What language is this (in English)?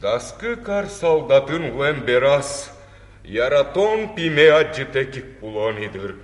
Udmurt